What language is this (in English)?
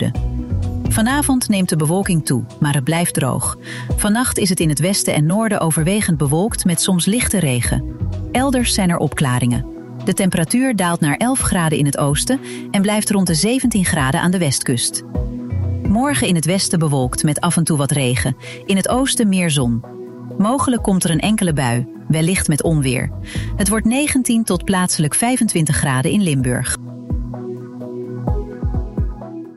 Dutch